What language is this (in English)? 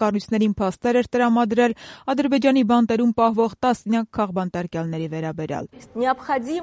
Armenian